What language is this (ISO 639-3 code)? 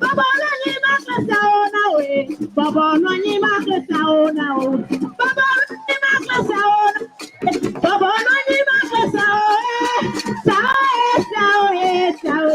ewe